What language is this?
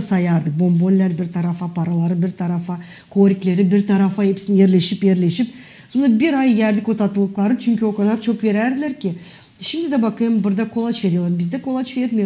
Gagauz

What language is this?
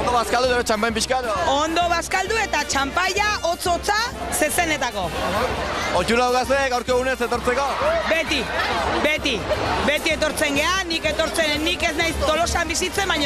Basque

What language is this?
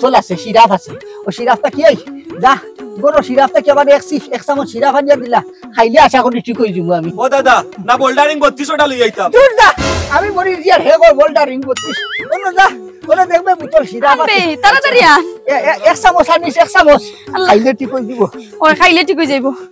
Sylheti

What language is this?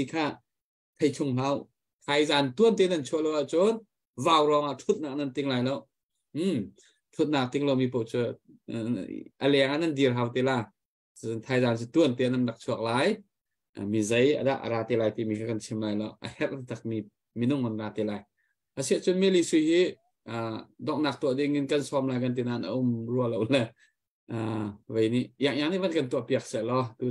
Hakha Chin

